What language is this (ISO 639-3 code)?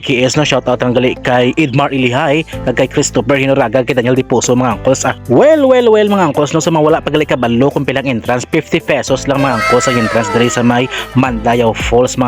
hil